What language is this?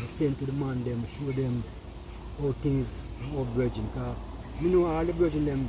Jamaican Creole English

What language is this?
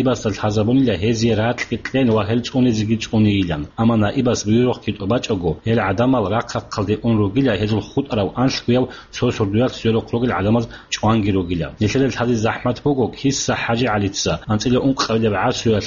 Avaric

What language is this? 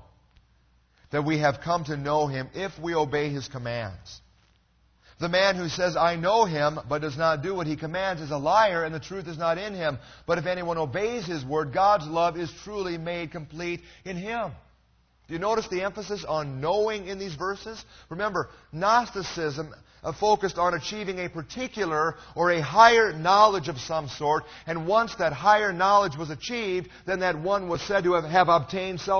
English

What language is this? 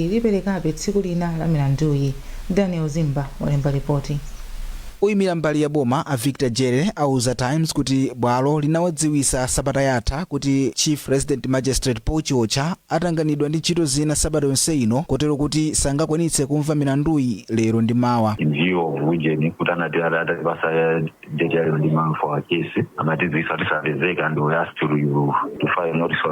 Nyanja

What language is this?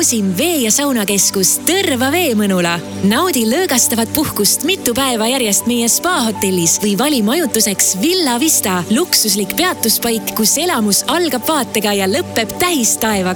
Estonian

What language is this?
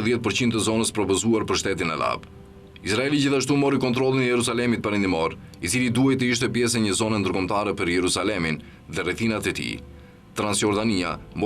Albanian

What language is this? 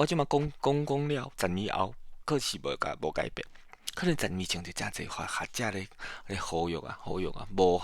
Min Nan Chinese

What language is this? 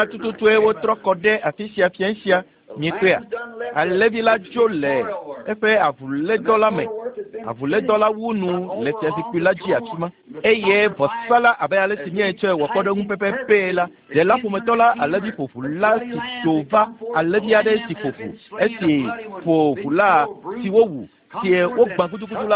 Ewe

